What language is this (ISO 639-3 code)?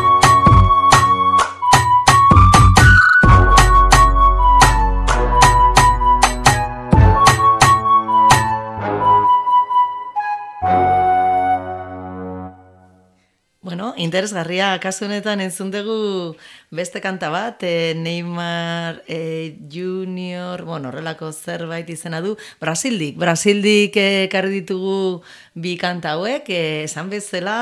eus